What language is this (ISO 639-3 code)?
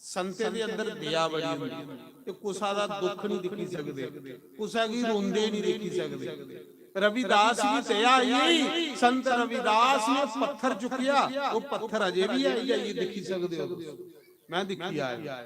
doi